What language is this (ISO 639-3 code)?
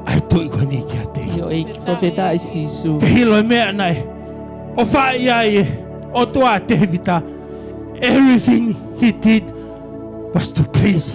ton